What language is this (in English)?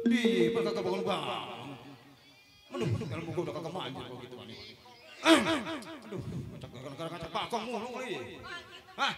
Betawi